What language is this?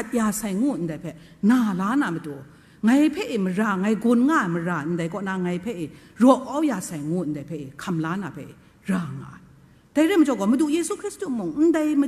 Kachin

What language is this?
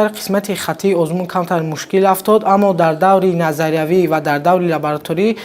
Tajik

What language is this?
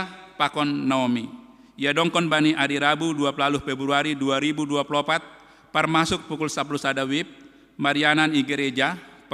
Batak Simalungun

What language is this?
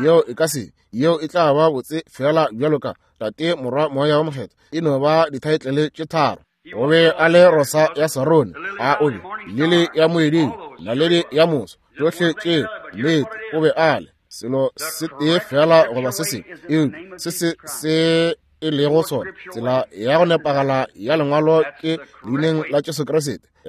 Northern Sotho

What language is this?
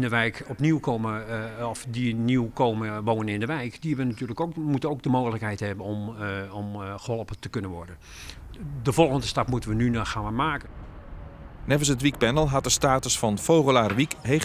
Western Frisian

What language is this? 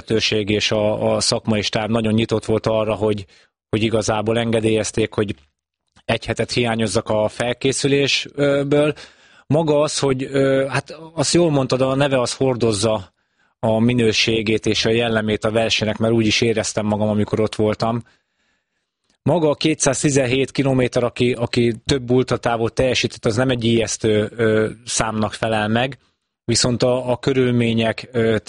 Hungarian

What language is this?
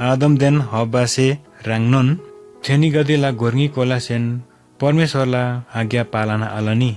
Eastern Tamang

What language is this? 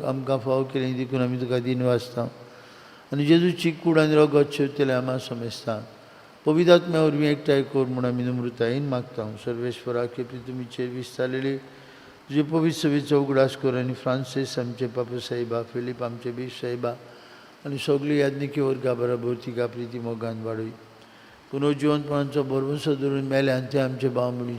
Konkani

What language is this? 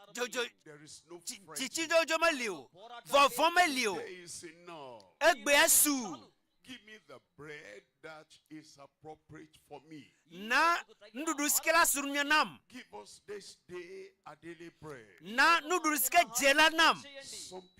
Ewe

